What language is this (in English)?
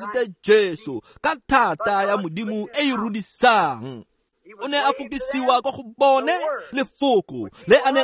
Tswana